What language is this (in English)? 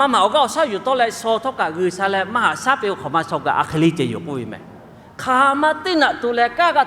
Lahu